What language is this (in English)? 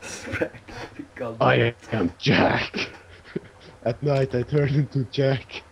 Faroese